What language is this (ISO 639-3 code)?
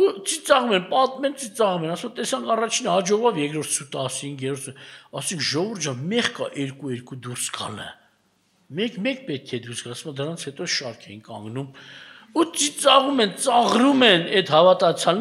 hye